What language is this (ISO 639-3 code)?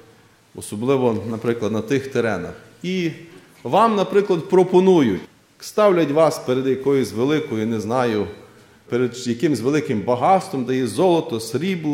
ukr